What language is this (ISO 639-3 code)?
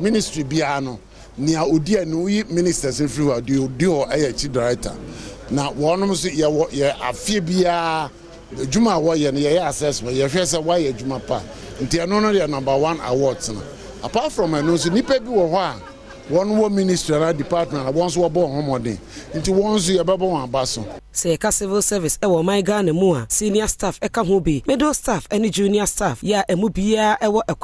aka